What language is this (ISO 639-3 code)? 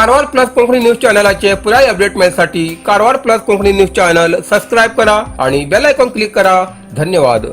kok